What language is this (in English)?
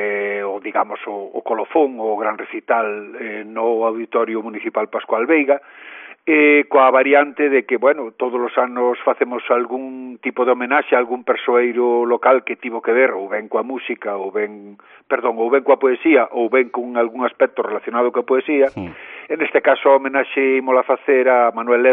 Galician